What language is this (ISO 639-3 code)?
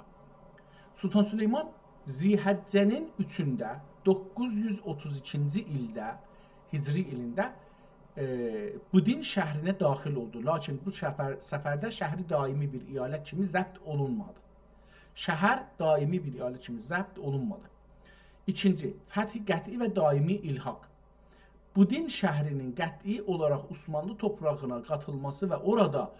azb